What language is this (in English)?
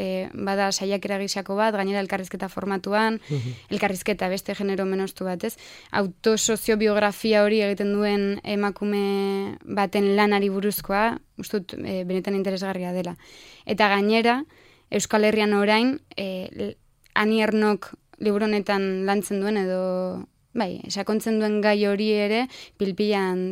Basque